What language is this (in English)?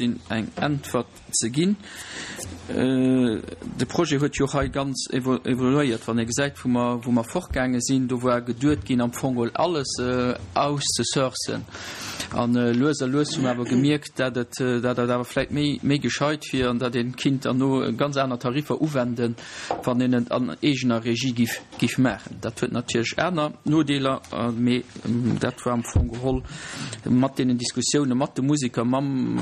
Luxembourgish